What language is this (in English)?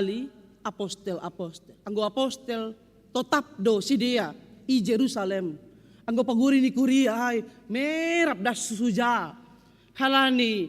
Batak Simalungun